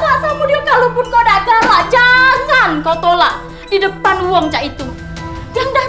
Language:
Musi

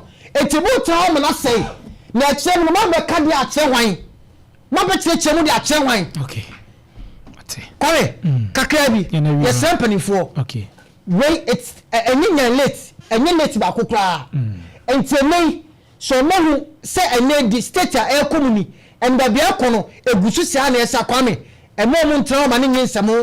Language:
Akan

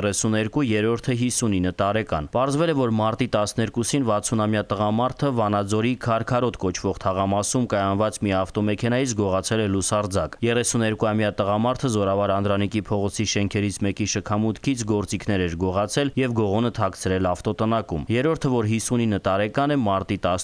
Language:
Armenian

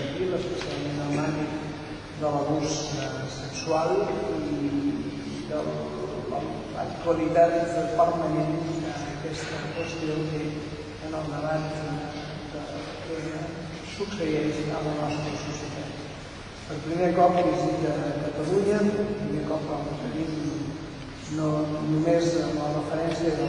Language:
Catalan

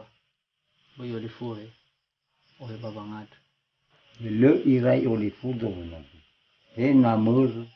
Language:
Nias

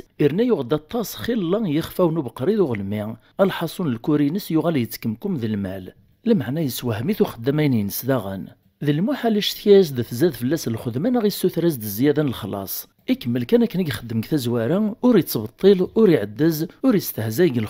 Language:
Kabyle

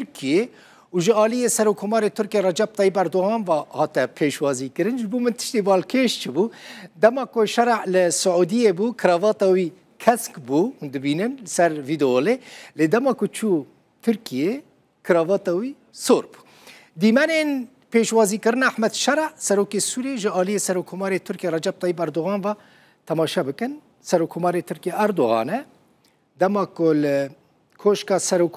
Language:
Kurdish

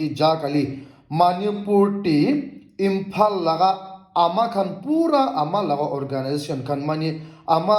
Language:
Naga Pidgin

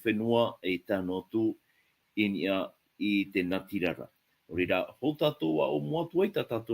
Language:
Tahitian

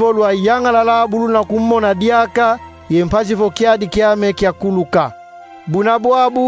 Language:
Kongo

